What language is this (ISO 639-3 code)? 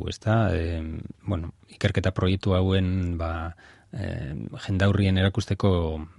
eus